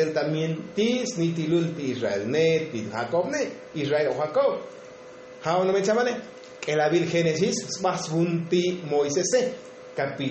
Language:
Tzotzil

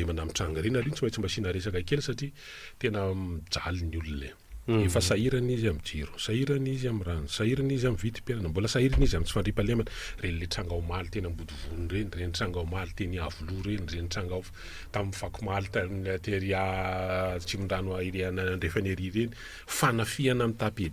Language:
Malagasy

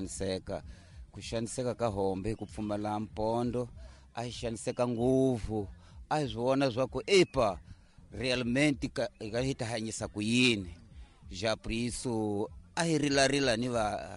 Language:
Tsonga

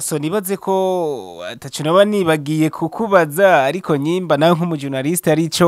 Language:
Rundi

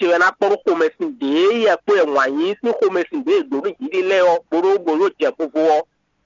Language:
Fon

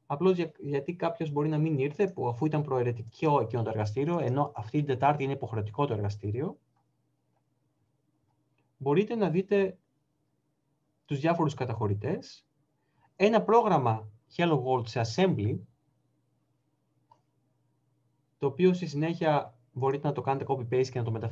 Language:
Greek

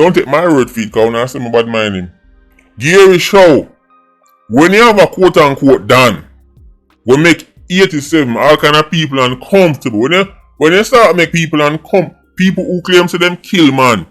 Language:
Jamaican Creole English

